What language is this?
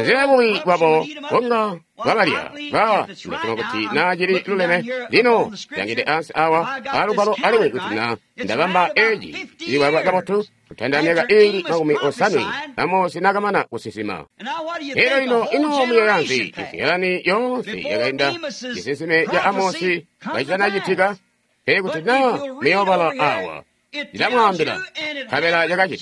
Tonga (Zambia)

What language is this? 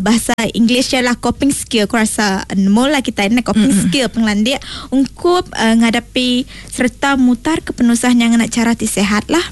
Iban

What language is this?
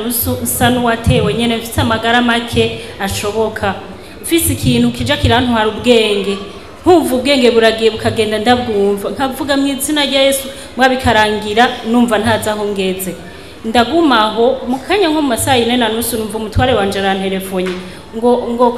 Rundi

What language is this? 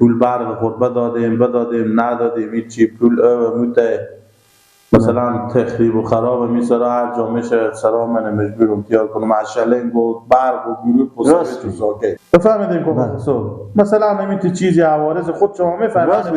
Persian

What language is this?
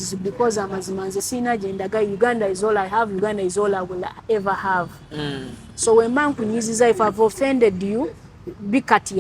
Ganda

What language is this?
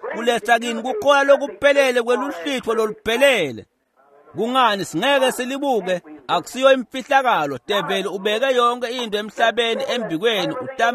Swati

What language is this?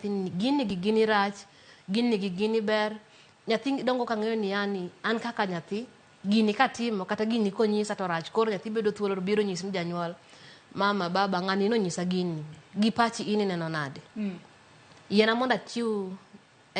Luo (Kenya and Tanzania)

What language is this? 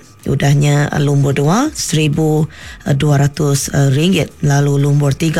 Iban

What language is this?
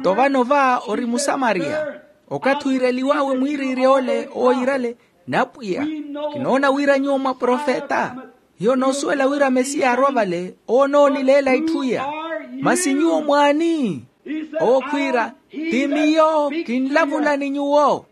Makhuwa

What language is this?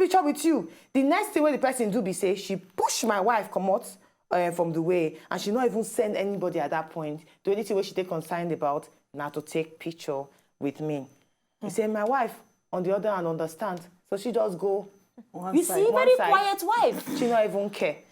Nigerian Pidgin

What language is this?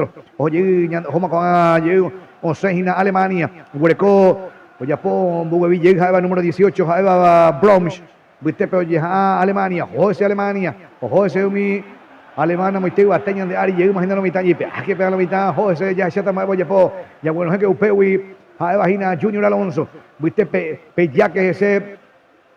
Guarani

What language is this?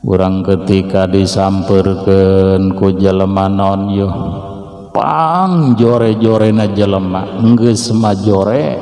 Sundanese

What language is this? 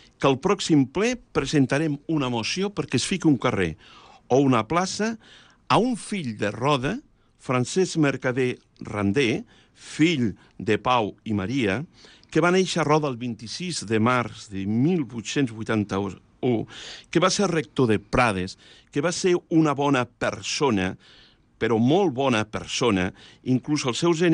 Catalan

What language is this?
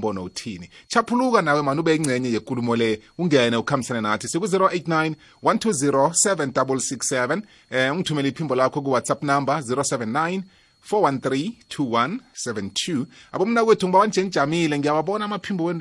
South Ndebele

